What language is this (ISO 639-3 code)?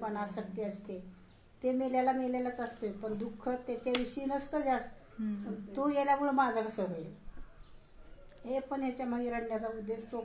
mar